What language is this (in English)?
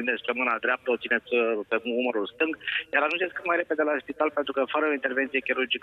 Romanian